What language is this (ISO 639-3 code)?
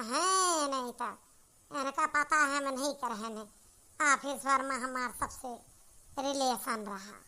awa